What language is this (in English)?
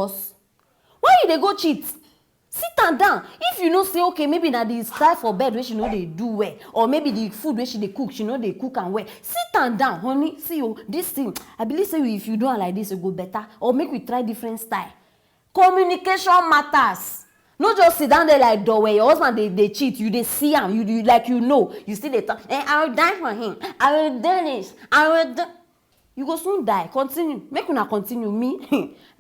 Nigerian Pidgin